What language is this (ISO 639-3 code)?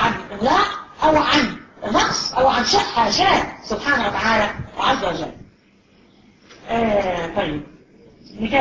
arz